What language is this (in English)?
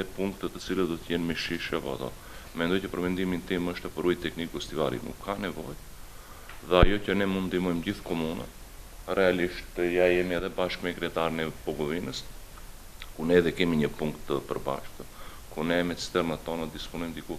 Albanian